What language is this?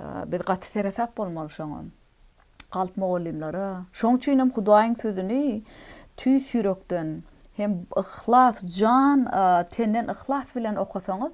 Turkmen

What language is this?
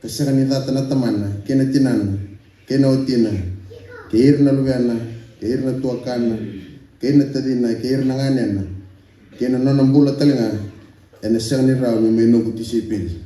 Fijian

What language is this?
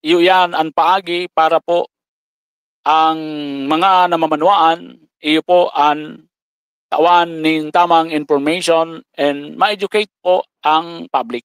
Bikol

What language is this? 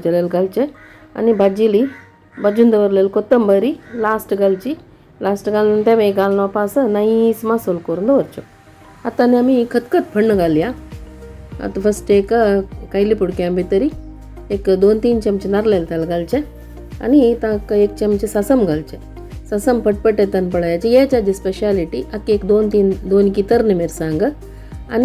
Konkani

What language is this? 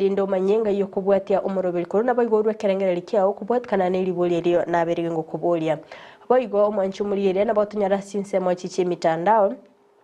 Gusii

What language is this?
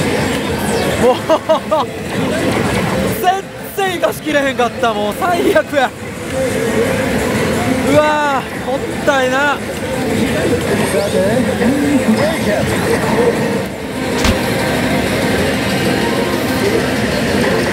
Japanese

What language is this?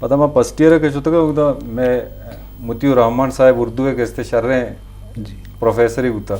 Eastern Balochi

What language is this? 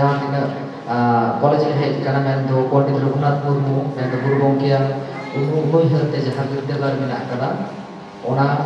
Santali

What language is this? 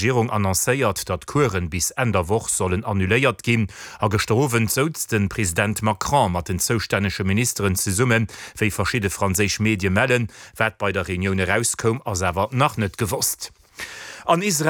Luxembourgish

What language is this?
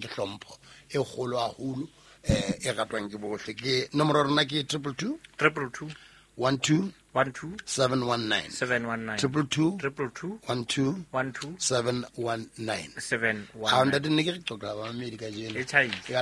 Southern Sotho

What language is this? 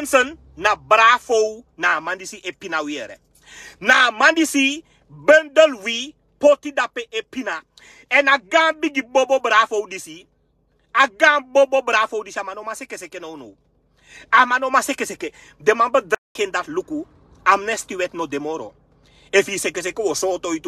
Sranan Tongo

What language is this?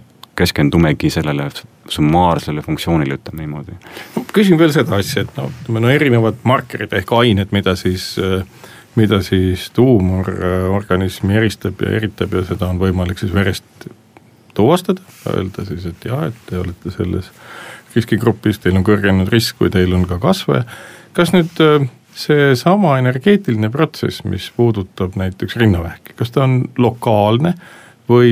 Estonian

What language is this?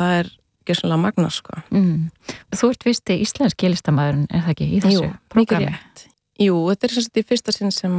Icelandic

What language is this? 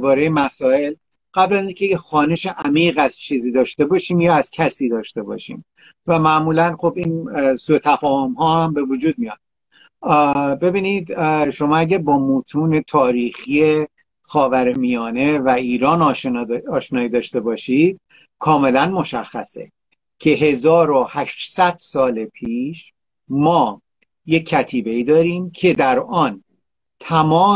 Persian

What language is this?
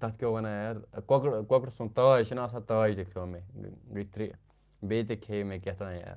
Kashmiri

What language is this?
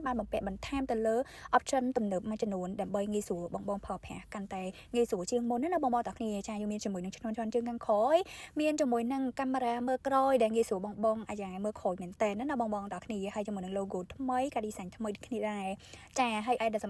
Khmer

